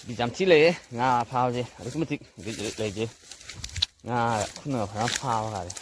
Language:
Manipuri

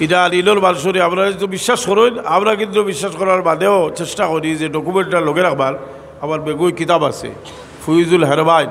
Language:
Sylheti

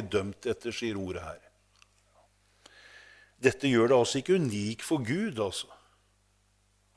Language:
Norwegian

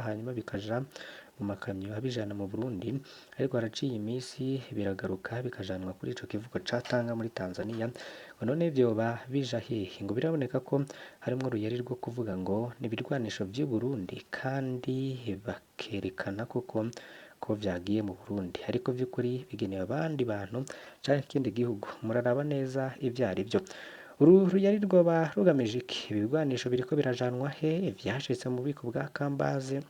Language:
Rundi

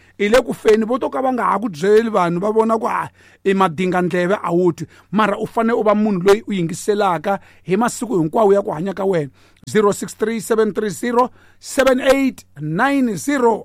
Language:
Tsonga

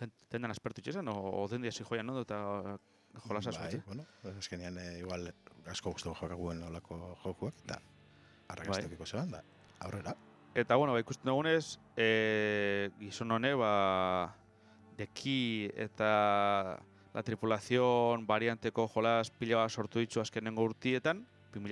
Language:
Basque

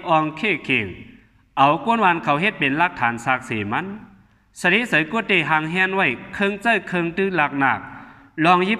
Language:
Shan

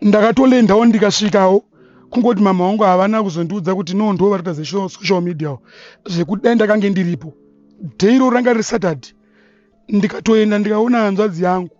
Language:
Shona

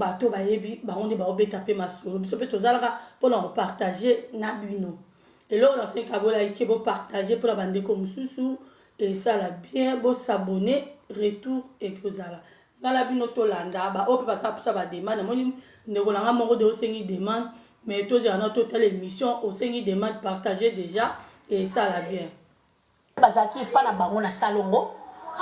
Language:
Lingala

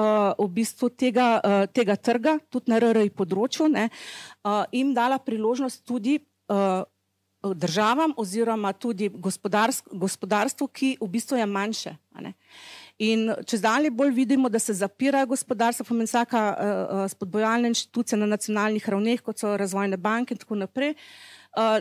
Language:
Slovenian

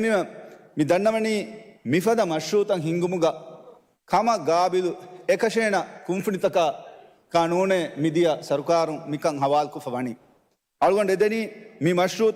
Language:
Divehi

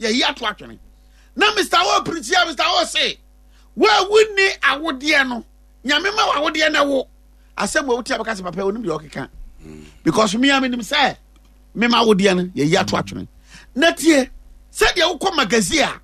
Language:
Akan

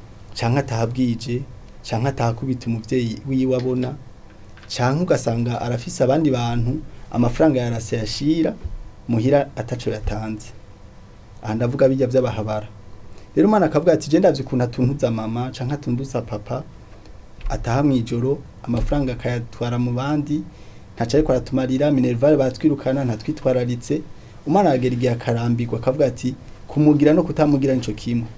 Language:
Rundi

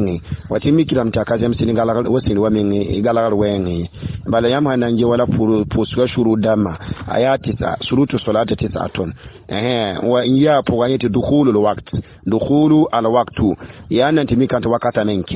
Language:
Mossi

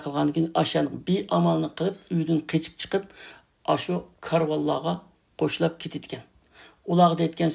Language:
Uyghur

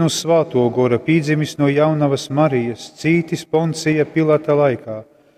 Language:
Latgalian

